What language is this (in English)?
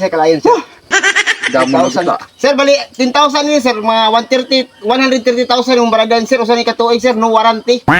Waray